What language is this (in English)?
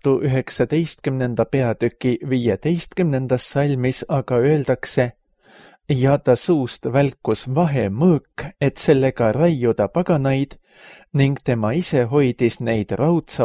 Estonian